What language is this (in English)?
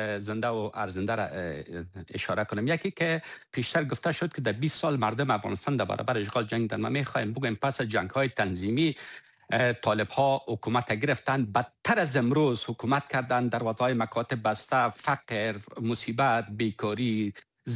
Persian